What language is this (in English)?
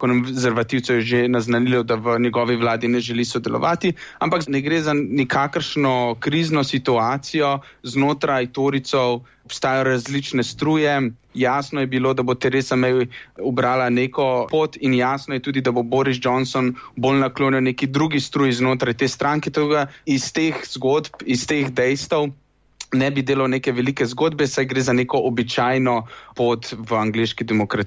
Slovenian